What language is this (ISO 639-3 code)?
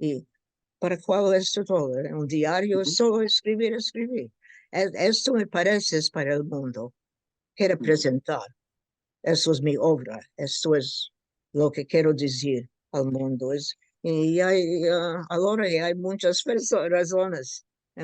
lad